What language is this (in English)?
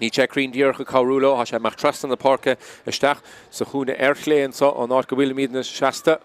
Irish